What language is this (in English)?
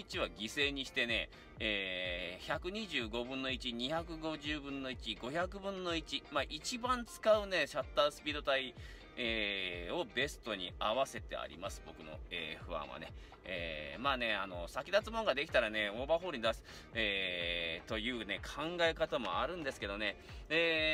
Japanese